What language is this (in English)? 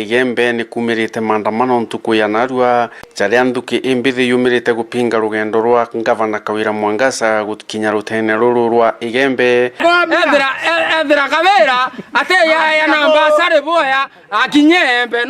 Meru